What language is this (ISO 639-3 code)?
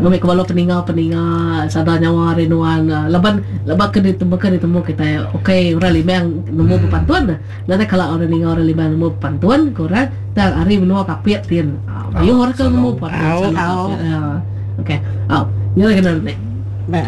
iba